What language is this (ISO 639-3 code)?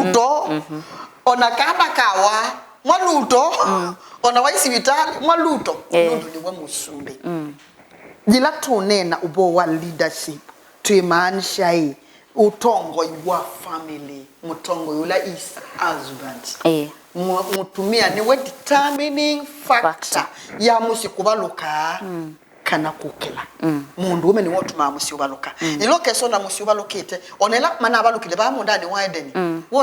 kam